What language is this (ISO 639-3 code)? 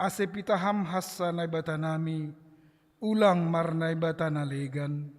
bts